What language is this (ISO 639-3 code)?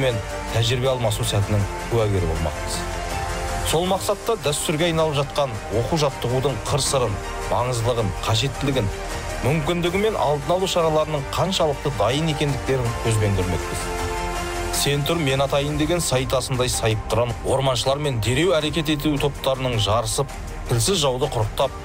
kaz